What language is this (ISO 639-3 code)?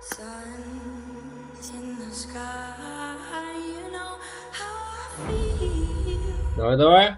kaa